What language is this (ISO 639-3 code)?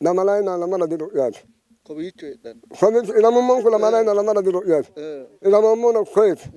sid